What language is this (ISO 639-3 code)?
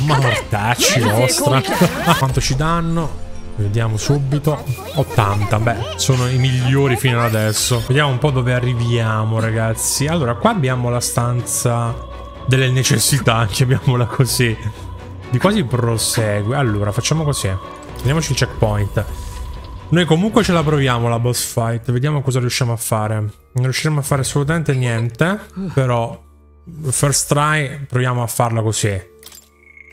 ita